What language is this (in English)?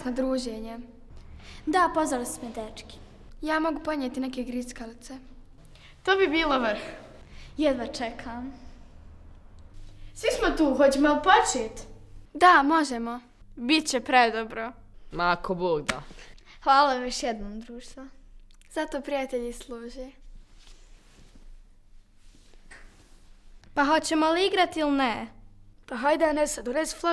Bosnian